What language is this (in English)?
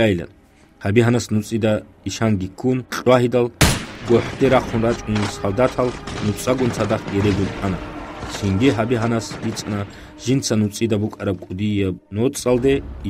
Avaric